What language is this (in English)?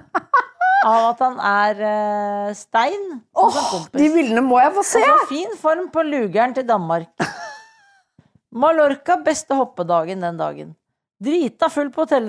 Norwegian